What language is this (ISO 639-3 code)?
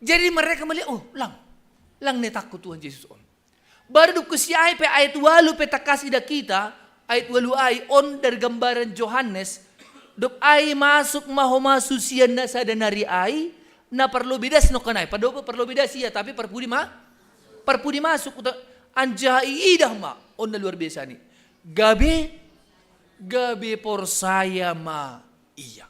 bts